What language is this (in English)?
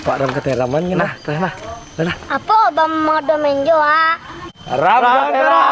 Minangkabau